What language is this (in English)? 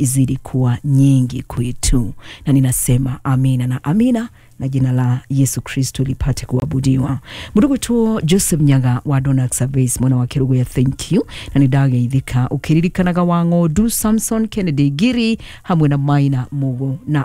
Kikuyu